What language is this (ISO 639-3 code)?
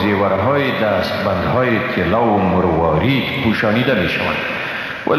fas